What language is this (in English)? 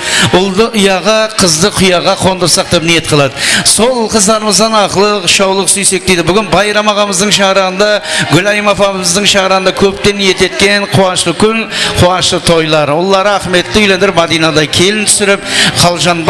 Kara-Kalpak